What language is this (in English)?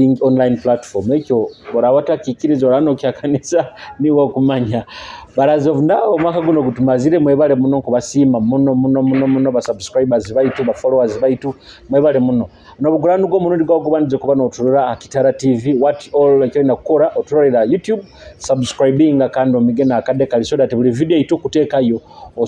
Nyoro